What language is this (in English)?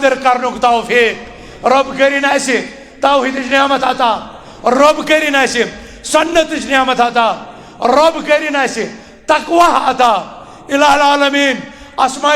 Kashmiri